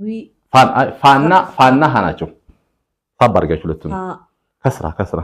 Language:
Amharic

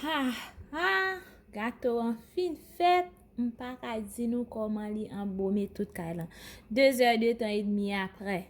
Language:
Haitian Creole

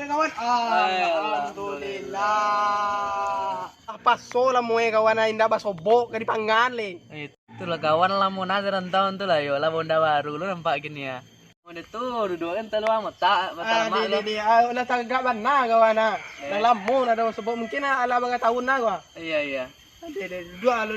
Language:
Minangkabau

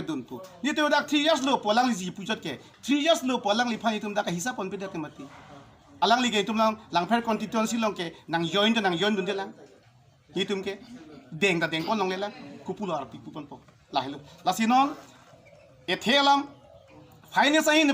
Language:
Karbi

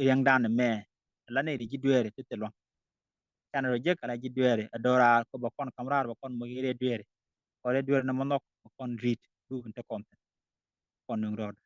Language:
Nuer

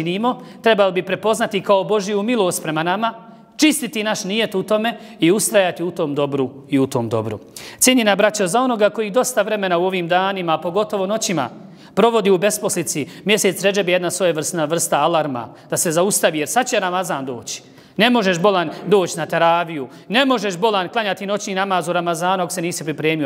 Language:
Bosnian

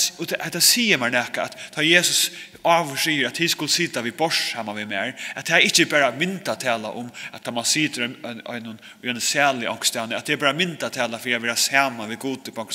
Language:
Faroese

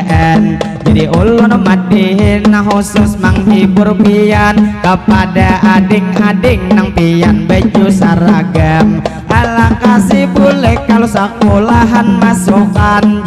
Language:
Banjar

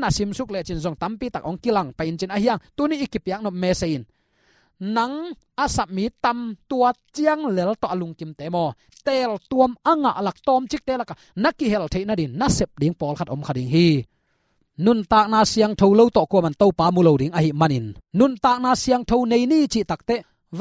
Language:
Tedim Chin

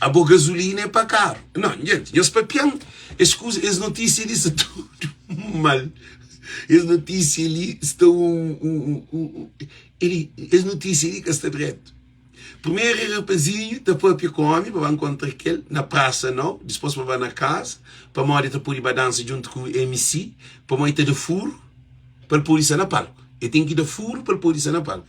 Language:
Kabuverdianu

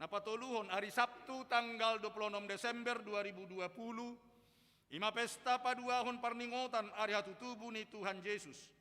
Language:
Batak Toba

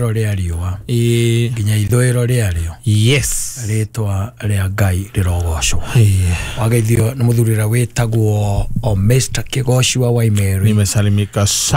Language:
Kikuyu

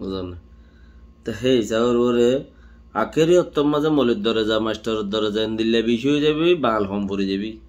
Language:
Rohingya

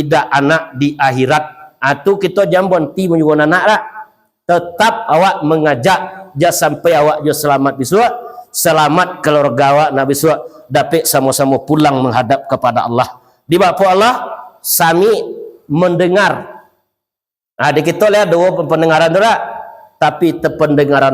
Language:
Minangkabau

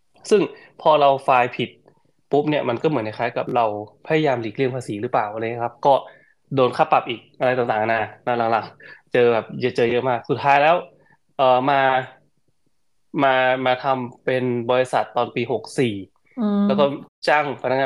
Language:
Thai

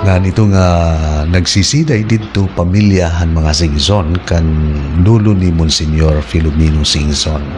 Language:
Waray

